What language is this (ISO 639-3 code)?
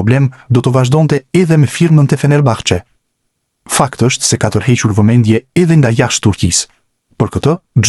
sqi